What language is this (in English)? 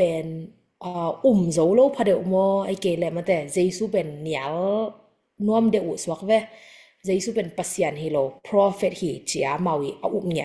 Tedim Chin